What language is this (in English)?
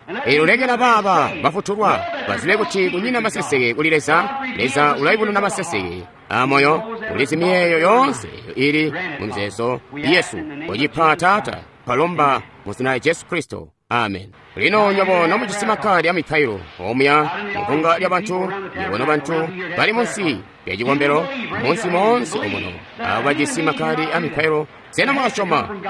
Tonga (Zambia)